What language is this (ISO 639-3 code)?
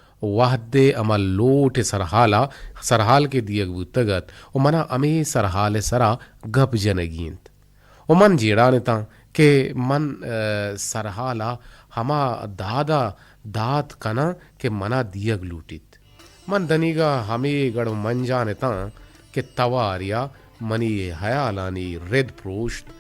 bgp